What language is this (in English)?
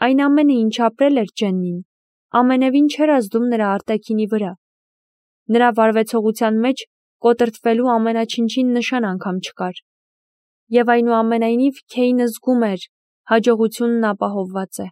Armenian